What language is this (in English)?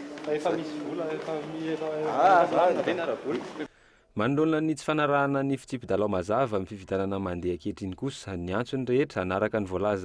Malagasy